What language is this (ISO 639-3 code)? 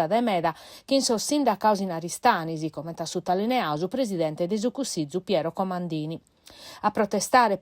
srd